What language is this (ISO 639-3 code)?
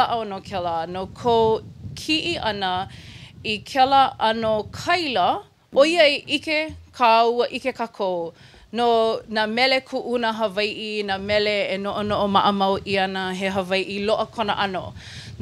haw